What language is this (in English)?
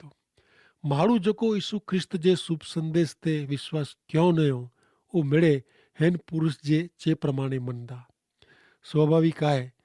Kachhi